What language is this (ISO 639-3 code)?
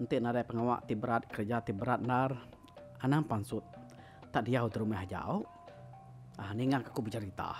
iba